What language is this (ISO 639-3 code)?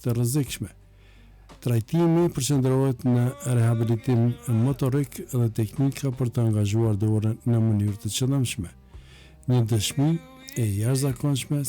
sqi